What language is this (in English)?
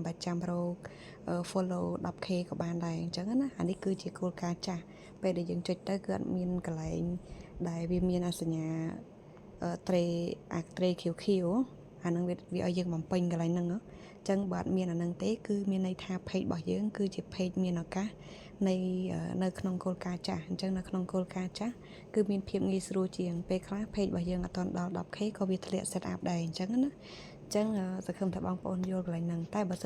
Khmer